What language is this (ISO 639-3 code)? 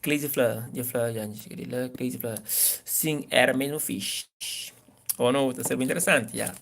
kea